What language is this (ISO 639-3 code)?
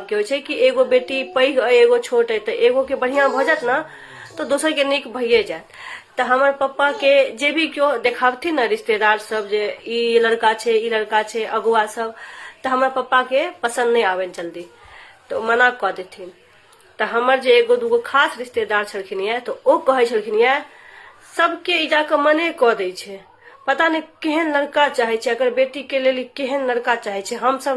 mai